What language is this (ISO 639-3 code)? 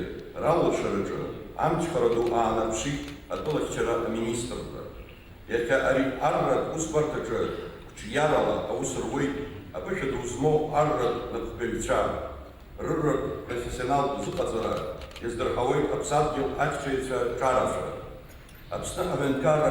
abk